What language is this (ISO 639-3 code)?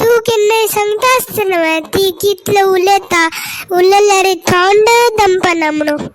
kok